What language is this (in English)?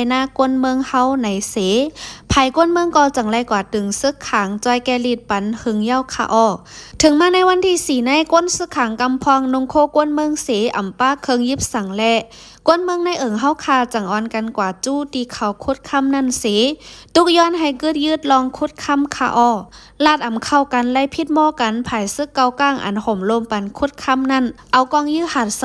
Shan